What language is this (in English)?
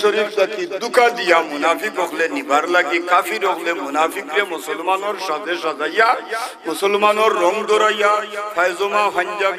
Sylheti